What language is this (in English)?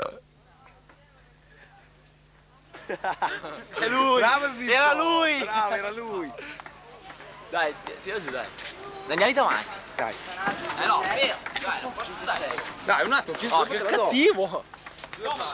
Italian